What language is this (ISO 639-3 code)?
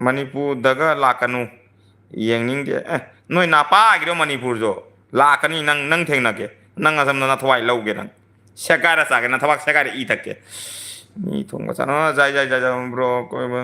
mni